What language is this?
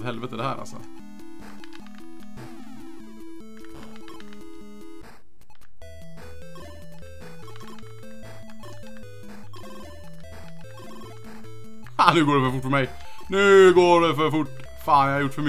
Swedish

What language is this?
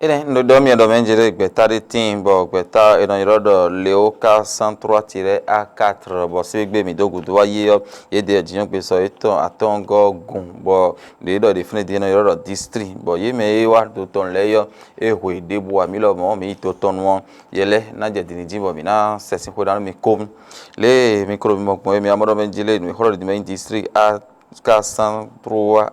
Fon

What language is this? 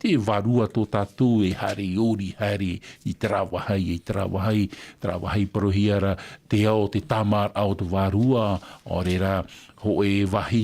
Tahitian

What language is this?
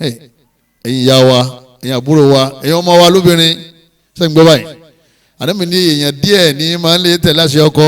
Yoruba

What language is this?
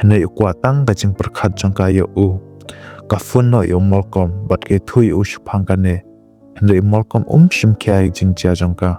Khasi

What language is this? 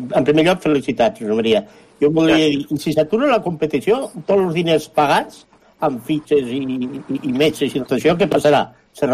Catalan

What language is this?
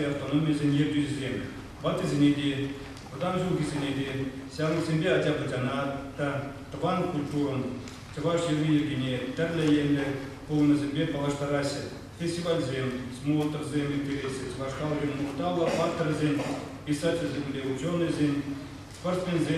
Chuvash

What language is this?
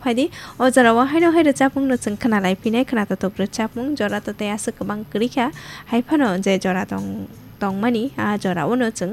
Kok Borok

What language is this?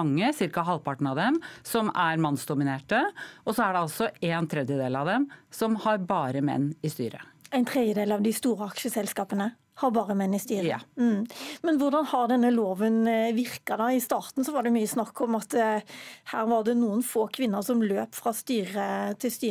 Norwegian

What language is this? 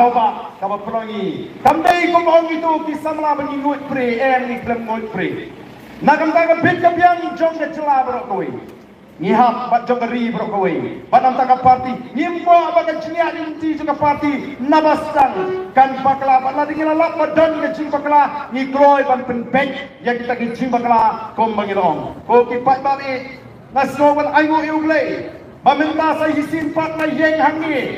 Khasi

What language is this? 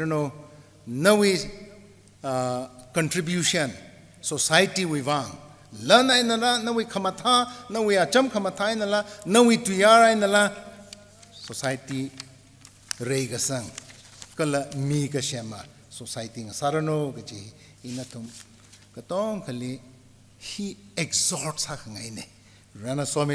Tangkhul Naga (India)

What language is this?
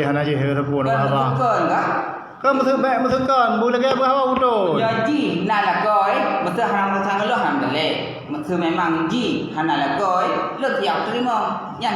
Achinese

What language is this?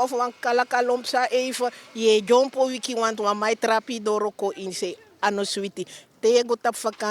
Sranan Tongo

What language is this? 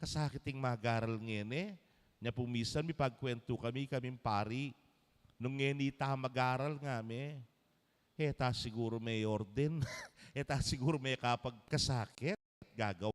Pampanga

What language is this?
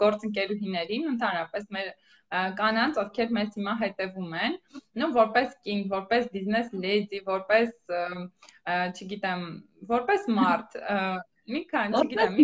Armenian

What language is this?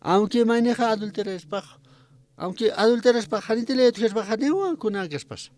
Aymara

